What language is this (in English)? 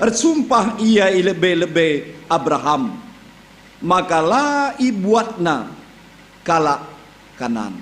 Batak Karo